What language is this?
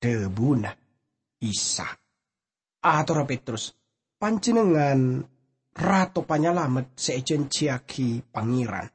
Madurese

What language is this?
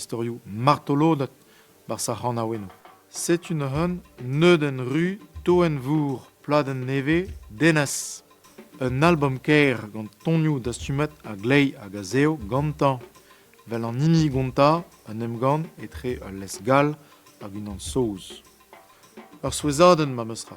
Breton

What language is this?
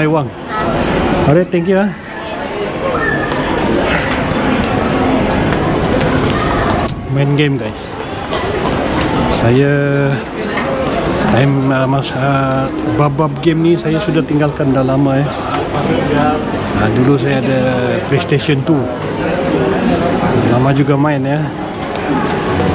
Malay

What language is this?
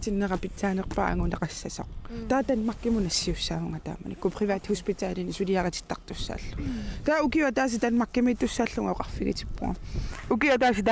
Kalaallisut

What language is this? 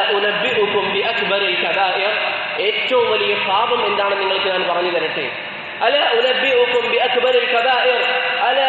Malayalam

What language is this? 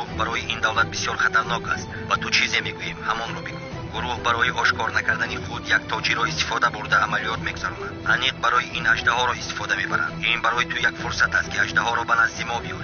Tajik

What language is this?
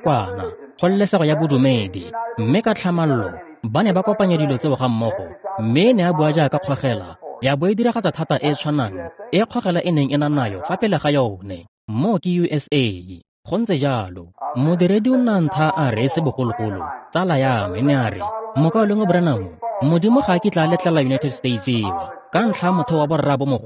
Tswana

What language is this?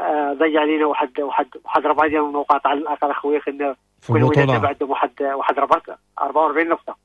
Moroccan Arabic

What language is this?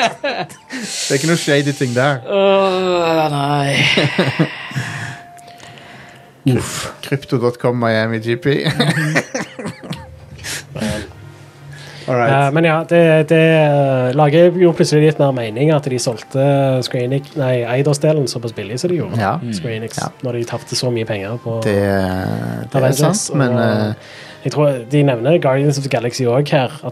Norwegian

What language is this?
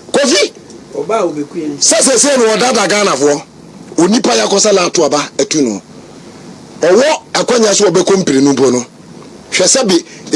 Akan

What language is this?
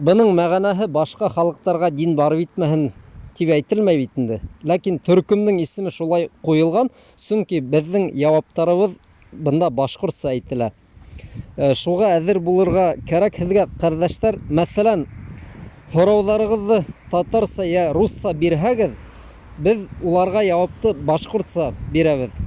Bashkir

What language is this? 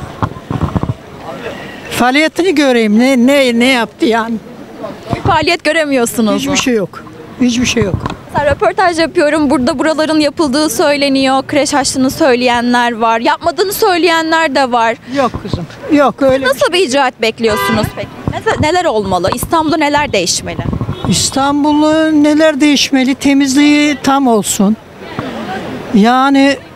Turkish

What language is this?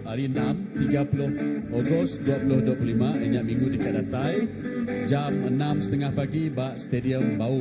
Iban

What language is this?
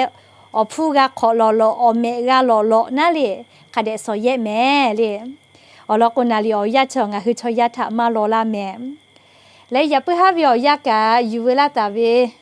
Lahu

